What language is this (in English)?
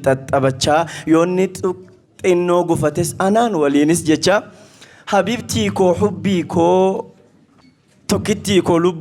Oromo